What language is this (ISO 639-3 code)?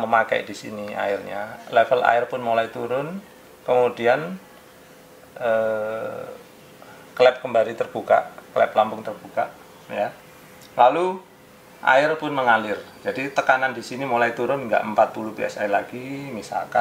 ind